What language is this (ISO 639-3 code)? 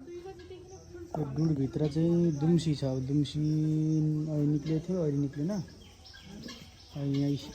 nep